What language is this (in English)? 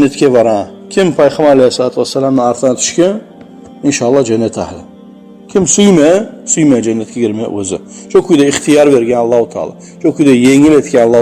Kumyk